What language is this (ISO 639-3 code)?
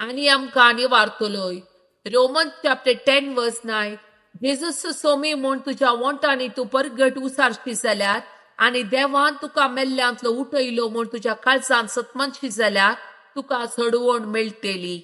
kok